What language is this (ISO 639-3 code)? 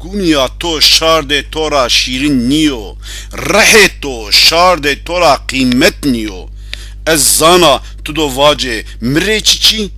zza